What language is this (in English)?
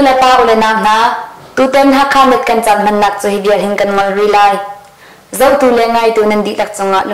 Hakha Chin